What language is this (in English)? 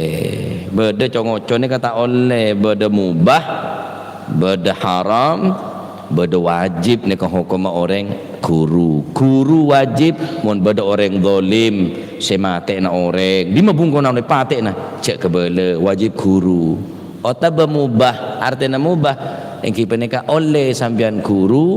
Madurese